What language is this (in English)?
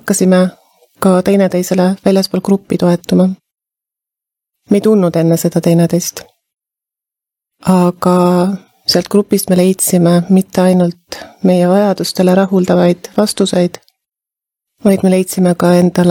Estonian